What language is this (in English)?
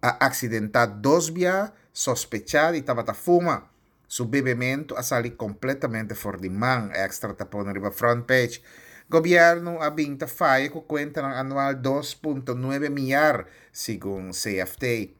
Papiamento